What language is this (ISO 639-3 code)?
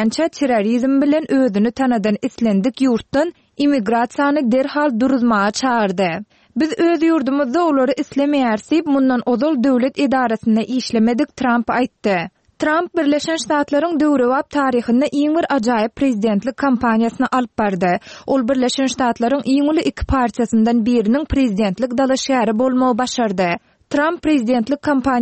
tuk